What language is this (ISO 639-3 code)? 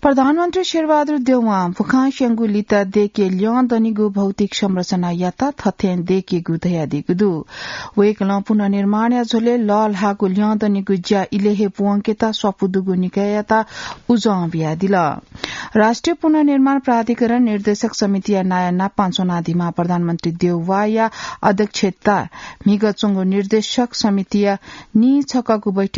new